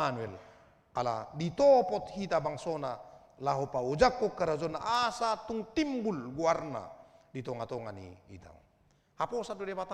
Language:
Batak Toba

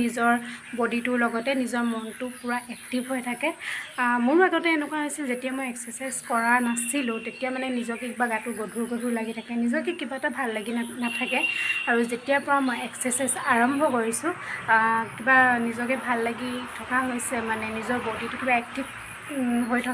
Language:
Assamese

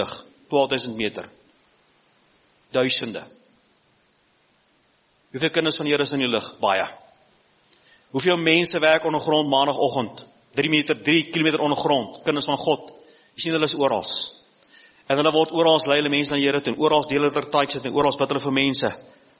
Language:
Afrikaans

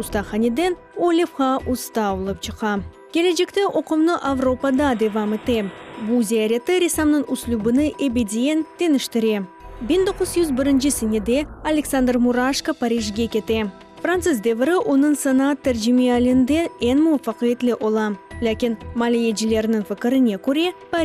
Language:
Crimean Tatar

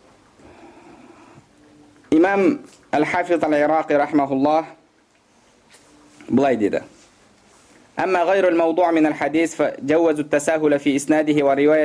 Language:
Kazakh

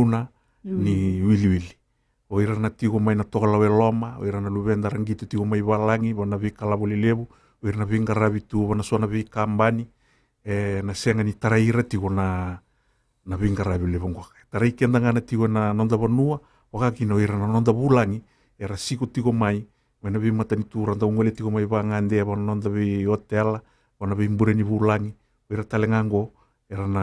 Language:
Fijian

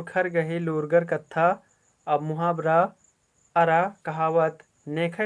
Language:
Kurukh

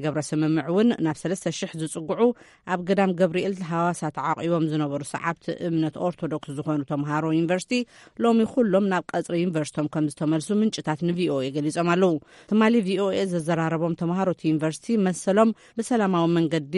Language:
Tigrinya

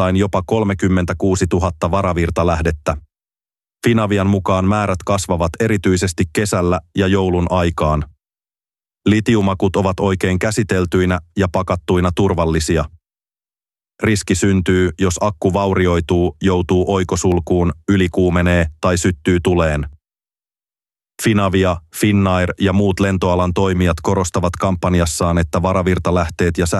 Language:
Finnish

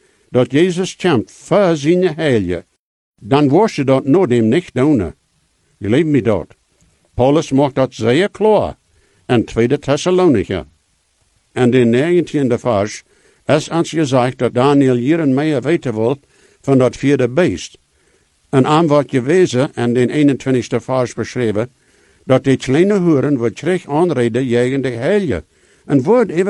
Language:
Plautdietsch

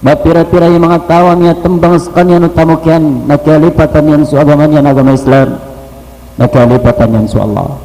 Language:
Maranao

